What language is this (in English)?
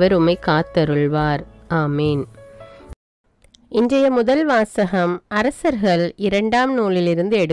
Tamil